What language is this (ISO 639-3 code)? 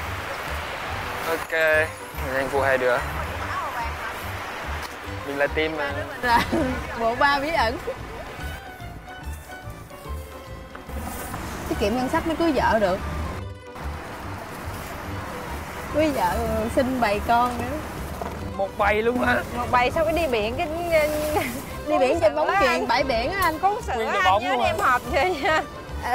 vie